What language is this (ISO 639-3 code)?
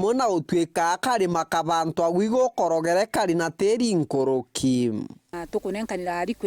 mer